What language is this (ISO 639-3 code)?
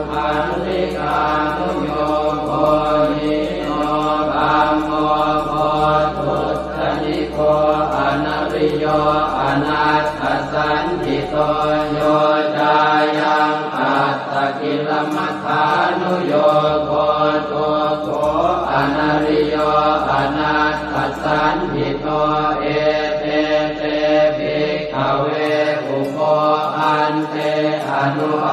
pli